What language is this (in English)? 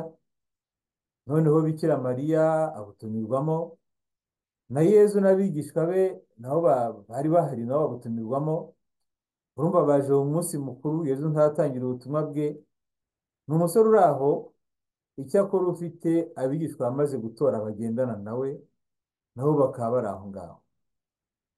Kinyarwanda